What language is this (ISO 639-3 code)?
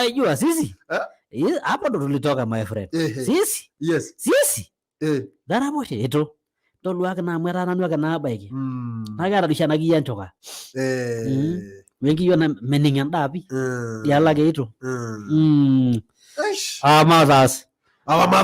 mas